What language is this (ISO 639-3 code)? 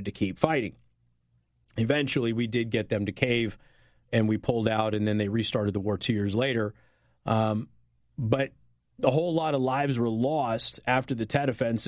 eng